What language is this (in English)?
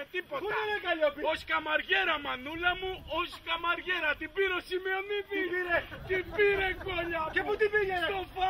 Greek